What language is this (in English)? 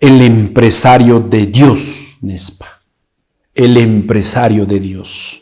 Quechua